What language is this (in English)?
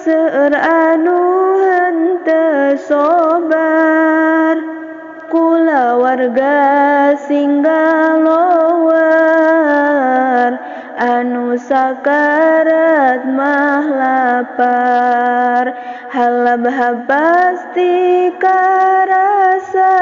Sundanese